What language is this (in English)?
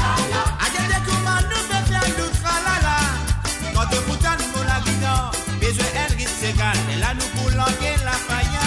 Morisyen